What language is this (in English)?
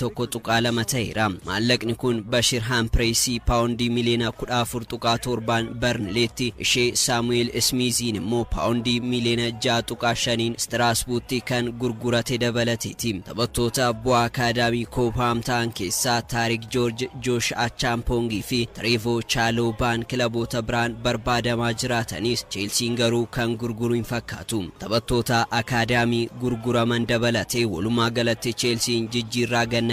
Oromo